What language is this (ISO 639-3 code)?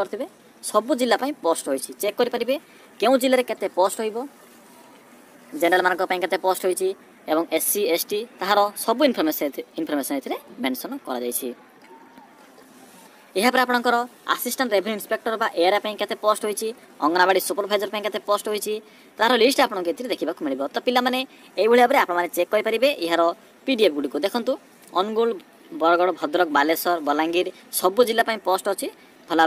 ori